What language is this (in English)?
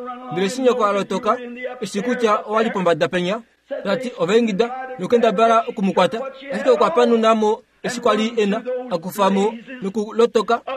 Kuanyama